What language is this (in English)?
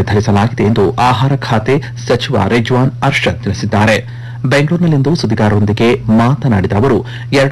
Kannada